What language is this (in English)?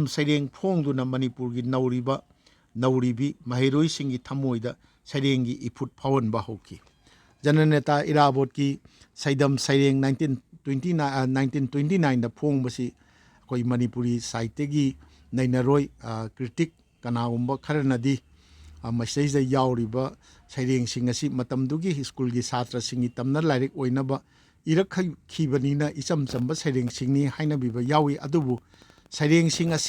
Manipuri